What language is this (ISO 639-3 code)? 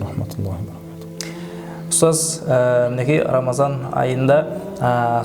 kaa